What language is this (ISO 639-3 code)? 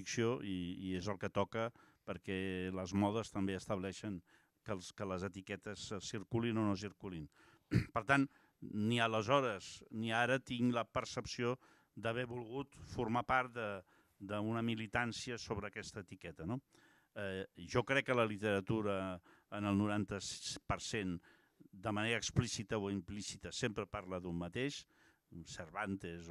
cat